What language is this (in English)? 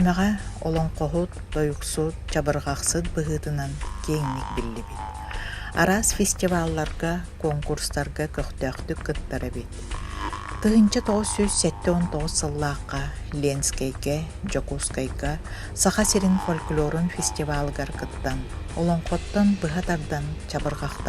Yakut